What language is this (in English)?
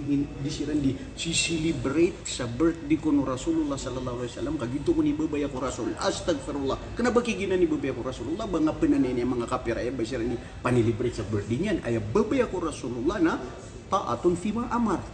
Maranao